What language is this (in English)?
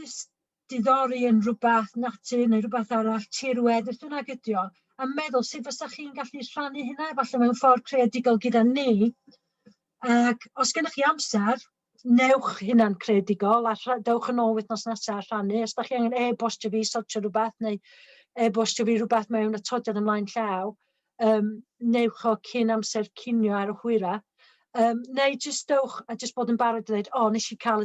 Welsh